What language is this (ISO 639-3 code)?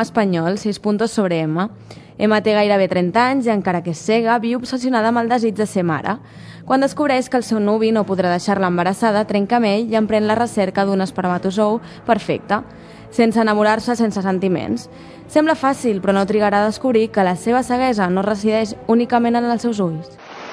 cat